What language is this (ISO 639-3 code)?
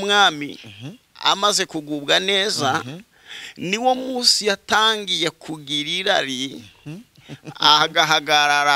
kin